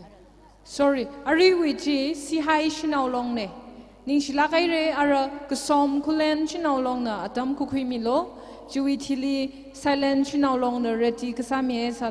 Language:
Tangkhul Naga (India)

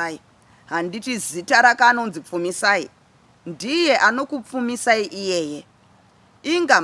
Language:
Shona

